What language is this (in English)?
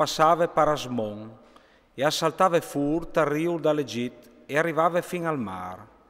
Friulian